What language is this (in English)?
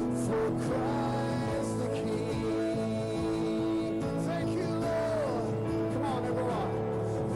Ewe